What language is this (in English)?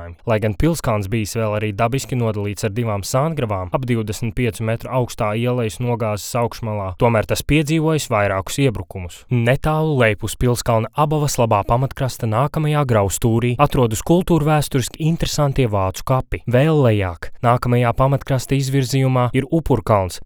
Latvian